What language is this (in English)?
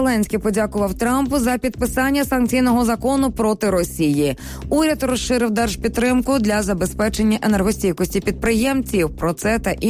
Ukrainian